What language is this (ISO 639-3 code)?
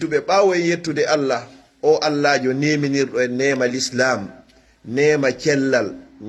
fuf